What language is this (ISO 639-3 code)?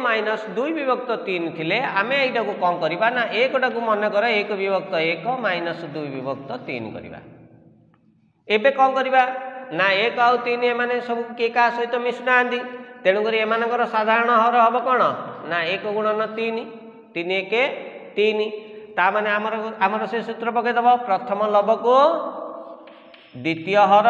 ori